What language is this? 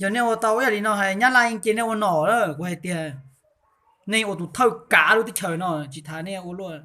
Hmong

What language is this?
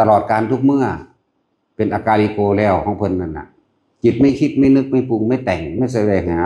Northeastern Thai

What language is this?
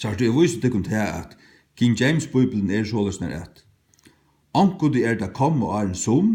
Faroese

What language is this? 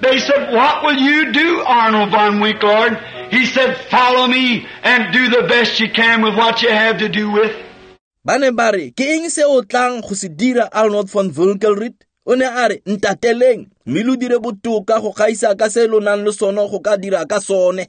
Tswana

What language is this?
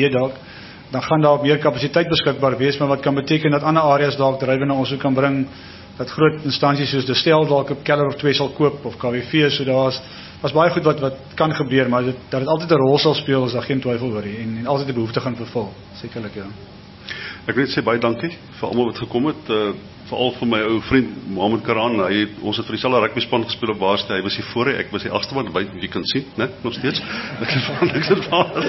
Afrikaans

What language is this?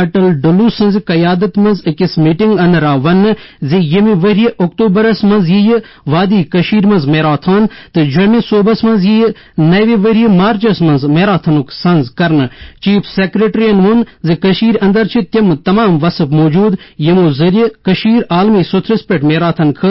Kashmiri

